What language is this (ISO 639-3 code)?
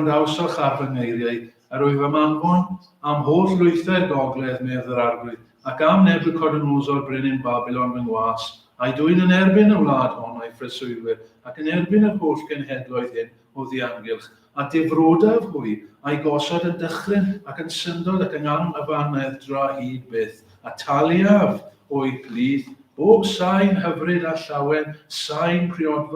cym